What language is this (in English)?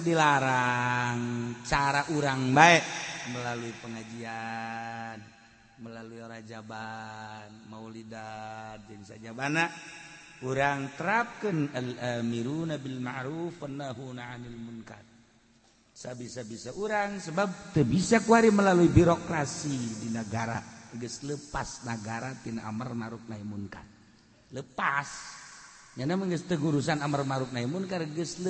Sundanese